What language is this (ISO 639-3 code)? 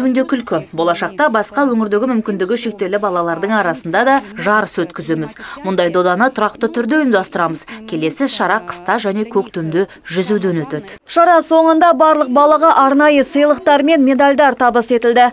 kaz